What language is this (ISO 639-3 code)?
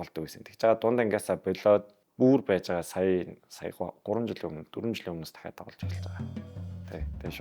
mon